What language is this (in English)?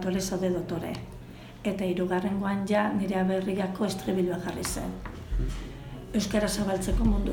Basque